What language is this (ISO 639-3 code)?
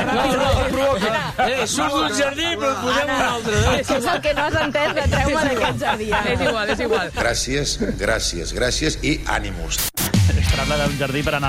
cat